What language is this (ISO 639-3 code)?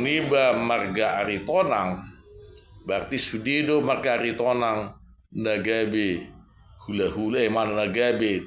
bbc